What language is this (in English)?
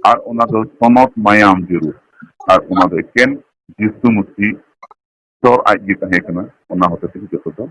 Santali